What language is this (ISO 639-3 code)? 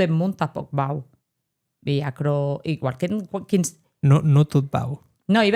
oci